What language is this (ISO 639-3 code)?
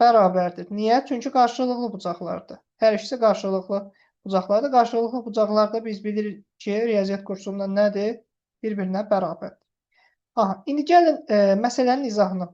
aze